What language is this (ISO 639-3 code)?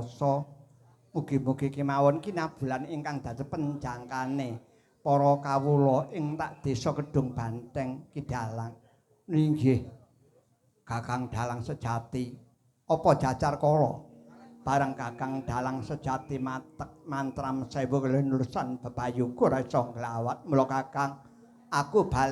jav